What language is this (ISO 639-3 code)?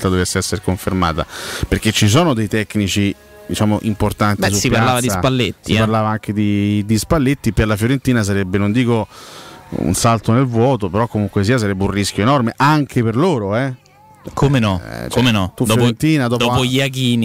ita